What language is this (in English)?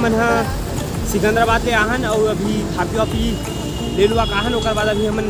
Chhattisgarhi